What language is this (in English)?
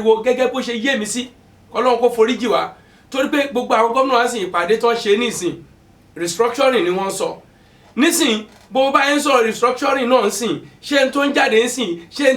Yoruba